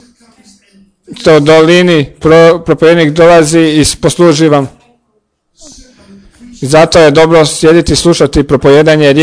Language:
Croatian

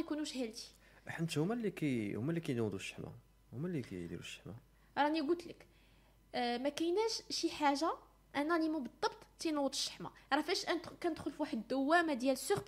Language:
Moroccan Arabic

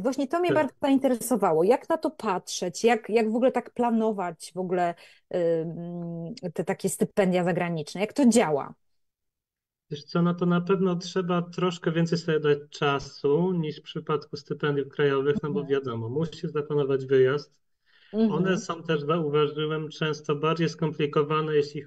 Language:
Polish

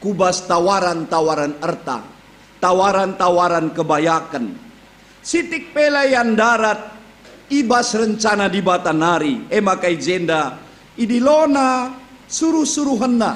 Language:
Batak Karo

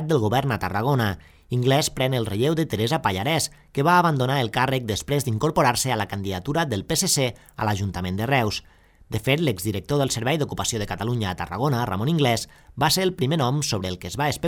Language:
Catalan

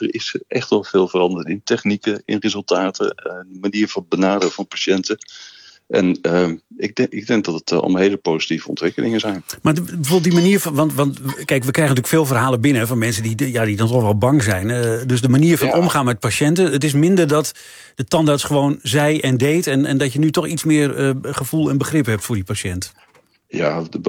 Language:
Dutch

